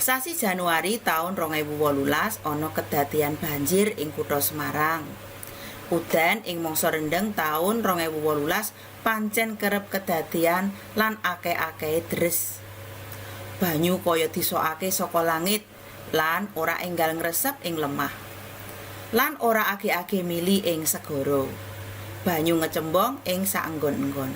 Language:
Javanese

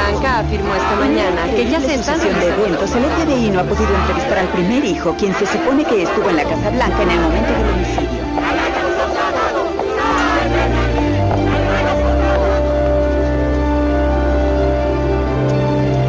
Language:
Spanish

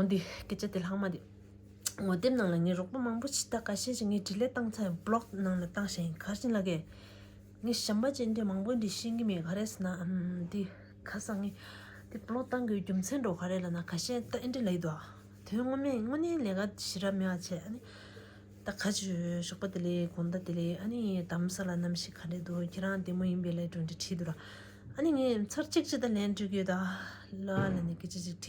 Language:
Tibetan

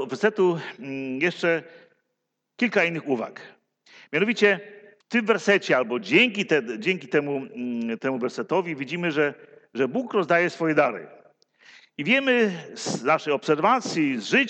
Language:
Polish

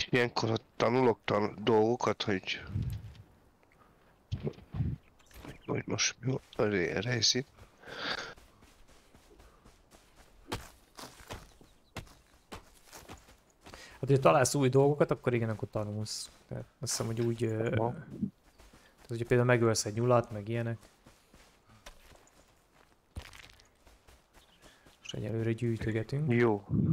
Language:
Hungarian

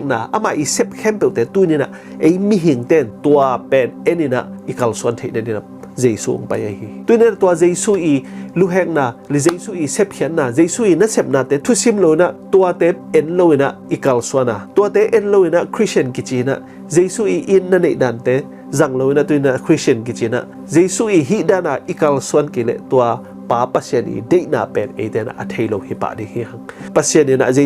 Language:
Tedim Chin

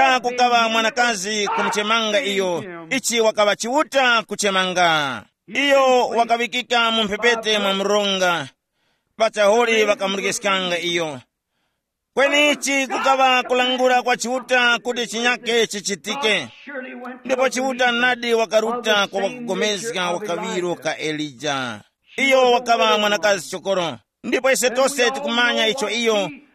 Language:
Tumbuka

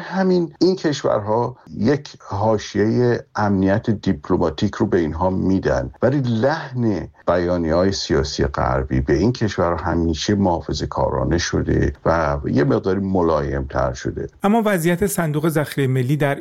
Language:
Persian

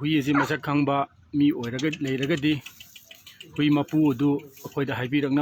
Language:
Manipuri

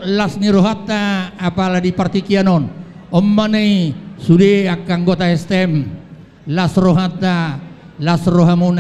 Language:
Batak Toba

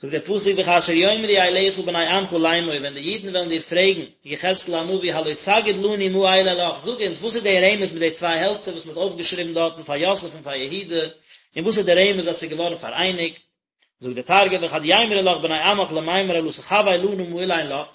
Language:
Yiddish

